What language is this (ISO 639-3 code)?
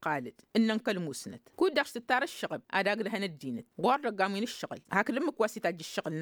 taq